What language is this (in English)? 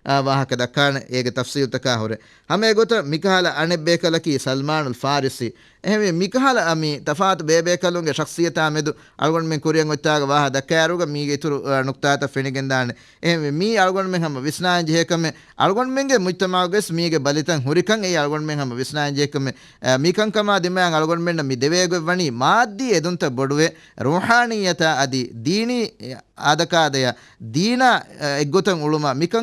Divehi